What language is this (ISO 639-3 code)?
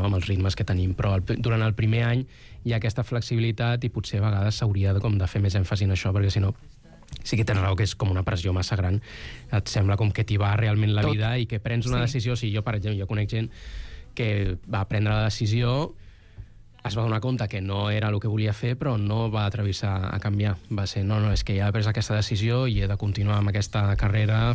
cat